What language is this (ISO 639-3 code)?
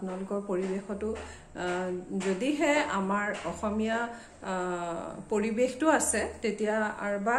asm